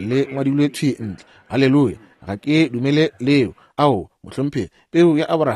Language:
Northern Sotho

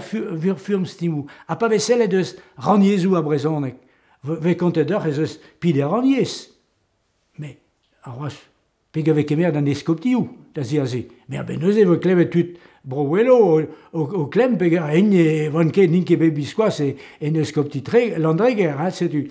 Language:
Breton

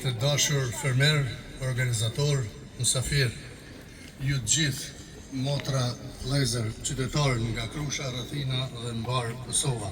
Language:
Albanian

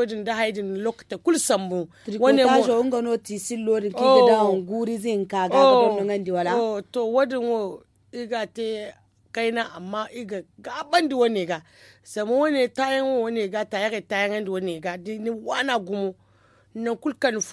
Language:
Zarma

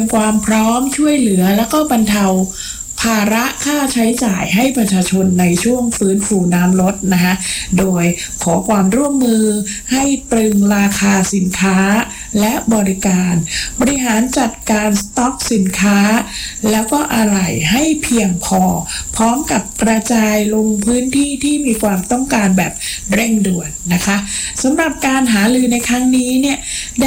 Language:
Thai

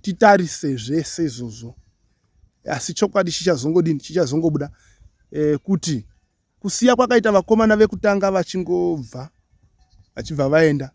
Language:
Shona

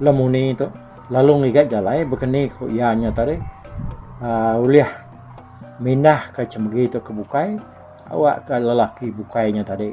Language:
Iban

